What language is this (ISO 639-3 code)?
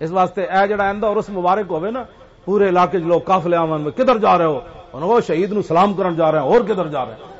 lah